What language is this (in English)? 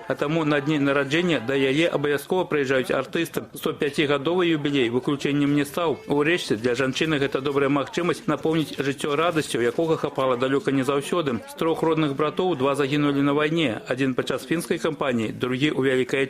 Belarusian